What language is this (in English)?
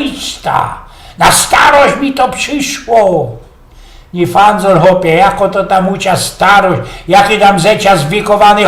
Silesian